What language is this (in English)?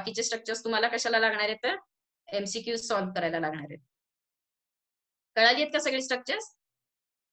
Marathi